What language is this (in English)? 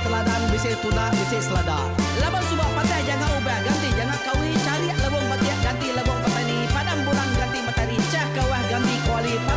Iban